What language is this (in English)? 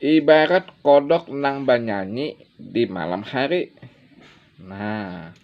Banjar